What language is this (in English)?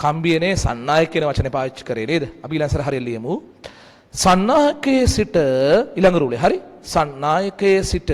Sinhala